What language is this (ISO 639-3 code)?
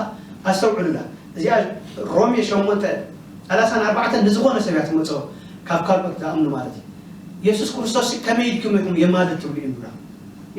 tir